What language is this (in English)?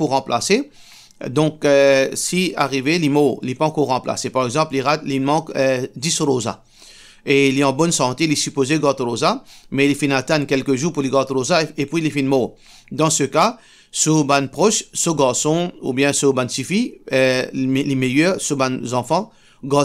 Morisyen